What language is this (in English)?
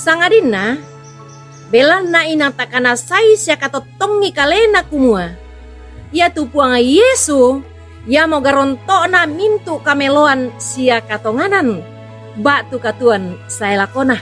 Toraja-Sa'dan